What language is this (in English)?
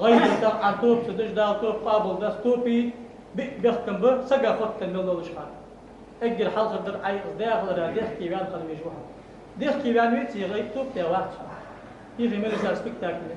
Ingush